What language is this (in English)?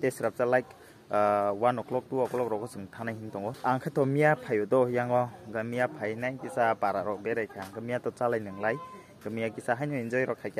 Kok Borok